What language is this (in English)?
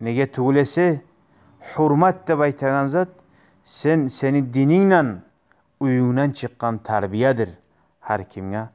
Kumyk